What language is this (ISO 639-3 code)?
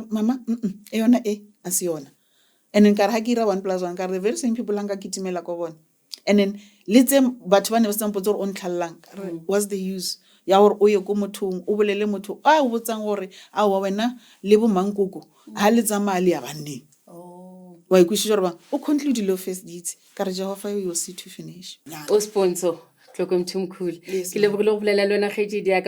nso